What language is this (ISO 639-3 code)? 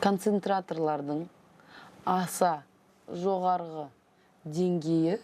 kaz